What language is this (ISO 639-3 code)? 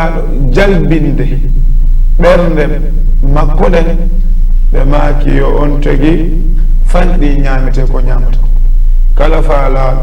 ful